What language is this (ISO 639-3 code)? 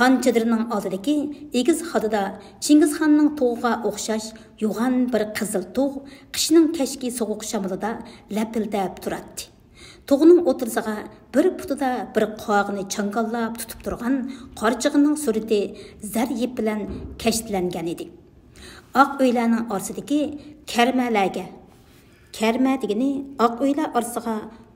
uig